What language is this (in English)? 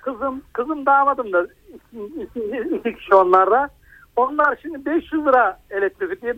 Turkish